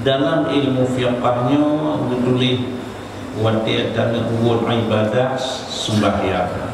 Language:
Achinese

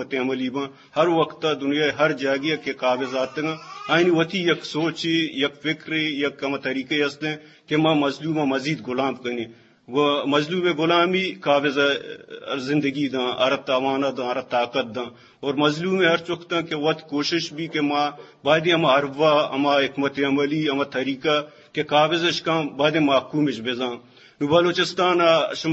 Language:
Eastern Balochi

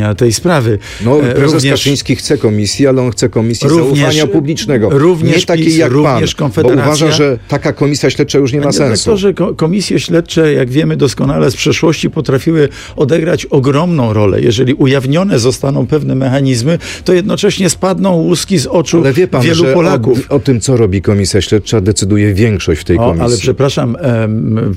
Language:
Polish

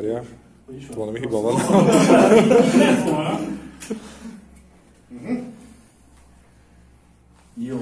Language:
Hungarian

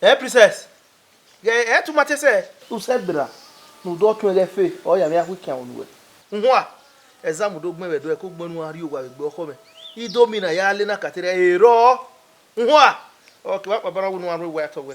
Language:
Bini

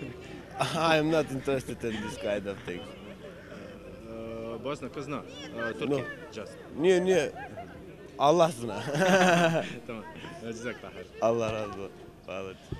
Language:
Bosnian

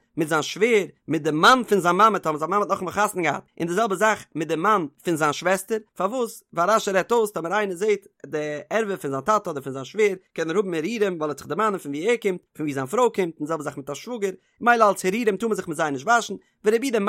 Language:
Yiddish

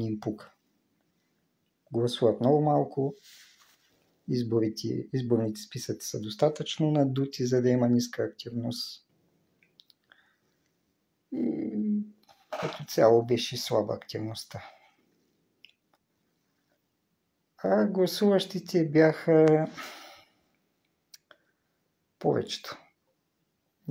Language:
Bulgarian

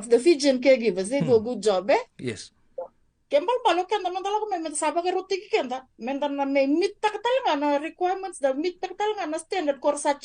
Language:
Fijian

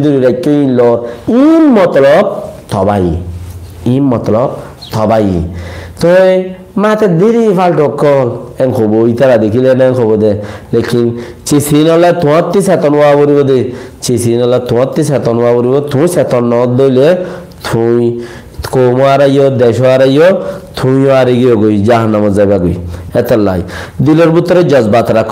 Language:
Rohingya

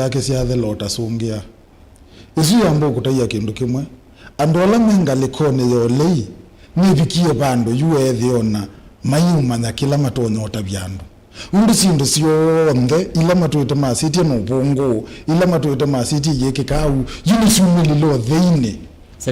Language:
Kamba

